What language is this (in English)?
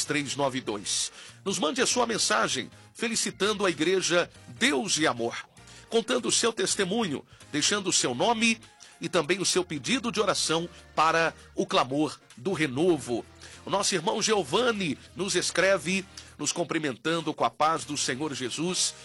Portuguese